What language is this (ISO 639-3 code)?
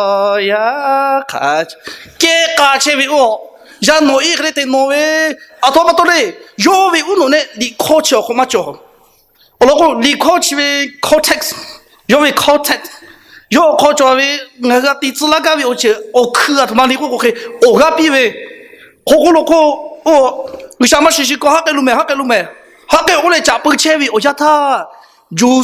lhu